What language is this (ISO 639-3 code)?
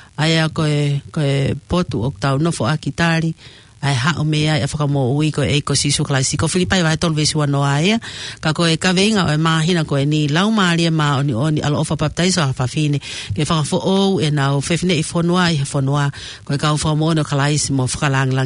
ton